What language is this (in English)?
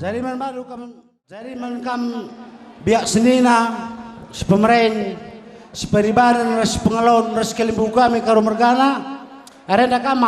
Batak Karo